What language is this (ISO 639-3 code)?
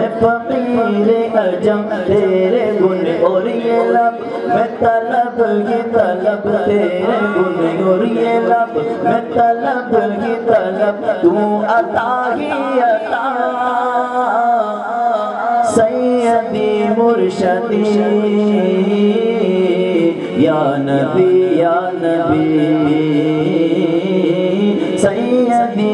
urd